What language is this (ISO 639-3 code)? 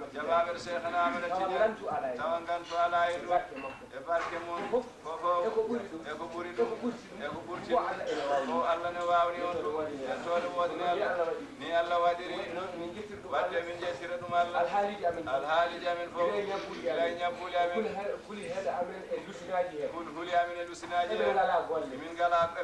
ful